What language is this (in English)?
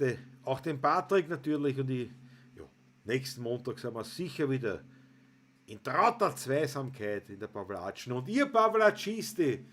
Bavarian